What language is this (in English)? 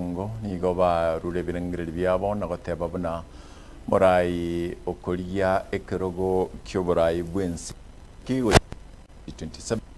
Gusii